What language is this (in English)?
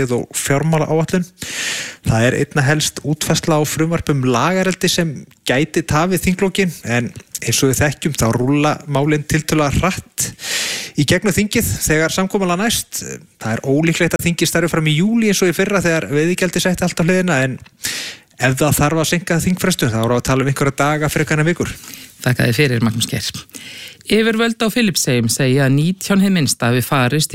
Icelandic